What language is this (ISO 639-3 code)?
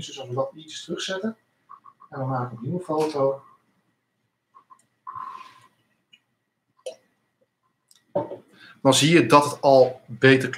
nld